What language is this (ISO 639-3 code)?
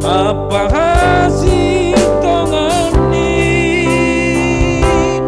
bts